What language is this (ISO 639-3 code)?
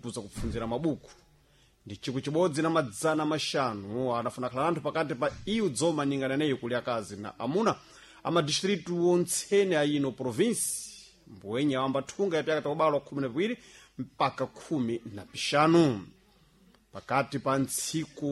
seh